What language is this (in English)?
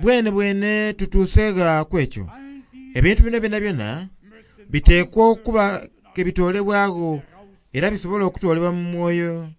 Soga